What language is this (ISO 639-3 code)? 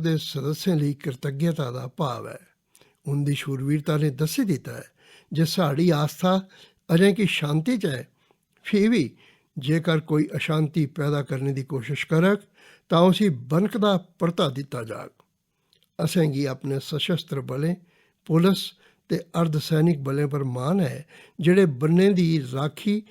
doi